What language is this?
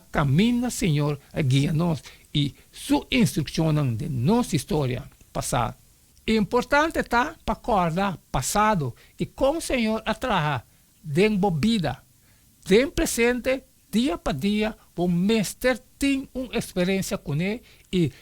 Papiamento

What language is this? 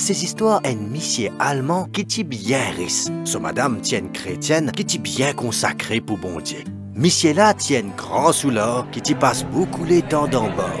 Morisyen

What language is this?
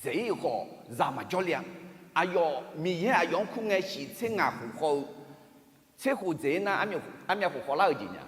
Akha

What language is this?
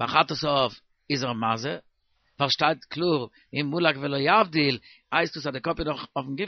Yiddish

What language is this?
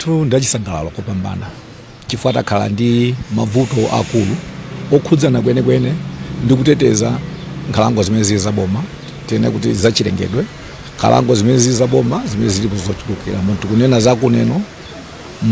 Nyanja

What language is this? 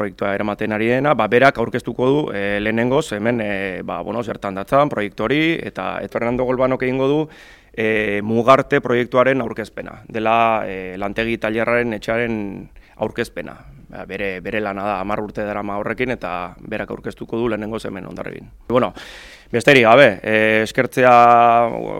Basque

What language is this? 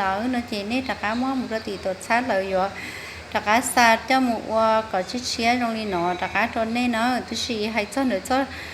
Hmong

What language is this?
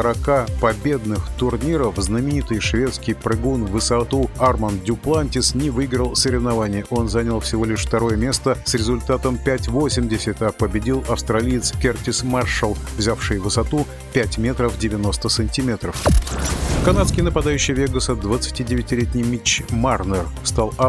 Russian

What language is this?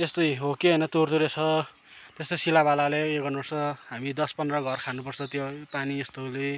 Nepali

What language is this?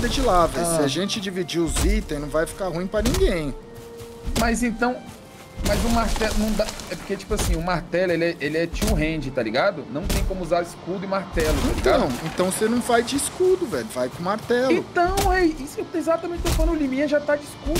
Portuguese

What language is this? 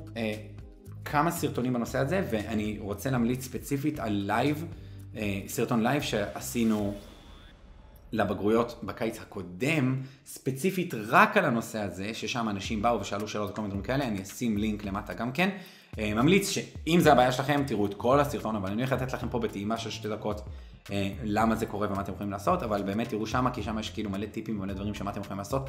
Hebrew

